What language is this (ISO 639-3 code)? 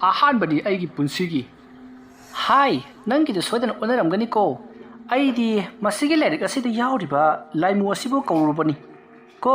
mni